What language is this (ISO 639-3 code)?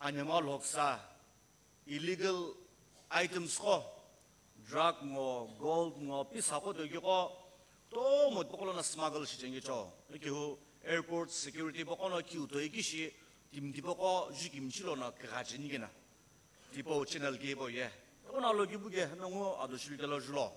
nsm